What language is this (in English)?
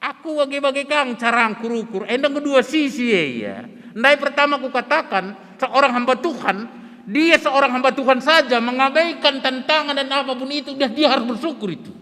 Batak Karo